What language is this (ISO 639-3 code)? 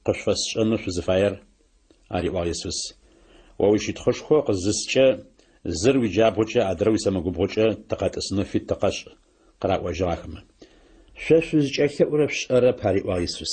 ady